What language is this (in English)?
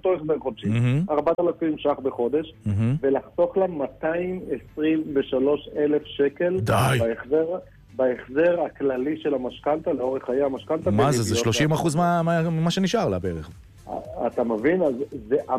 Hebrew